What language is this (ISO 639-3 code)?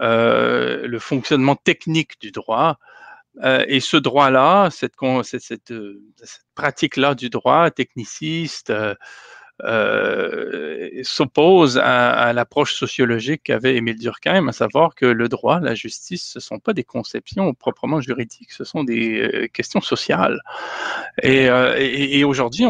fra